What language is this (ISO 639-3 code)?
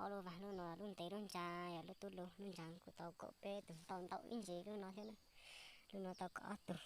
hmn